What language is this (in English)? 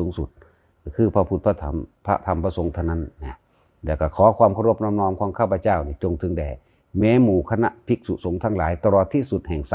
Lao